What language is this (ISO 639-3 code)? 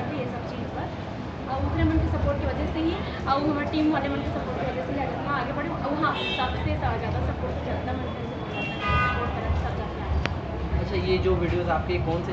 hne